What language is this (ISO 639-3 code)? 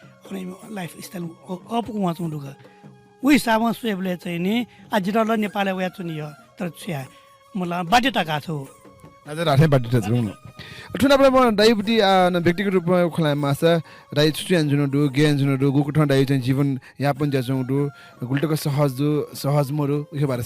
new